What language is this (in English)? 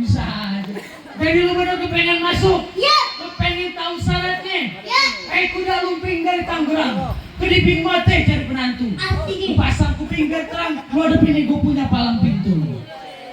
Betawi